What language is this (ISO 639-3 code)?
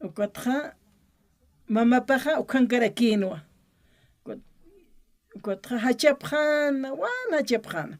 aym